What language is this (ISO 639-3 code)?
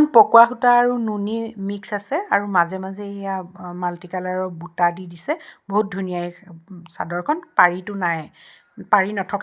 asm